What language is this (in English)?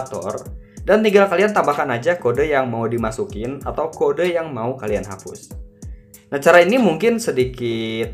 Indonesian